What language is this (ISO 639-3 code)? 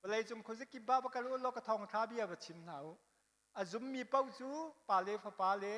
cnh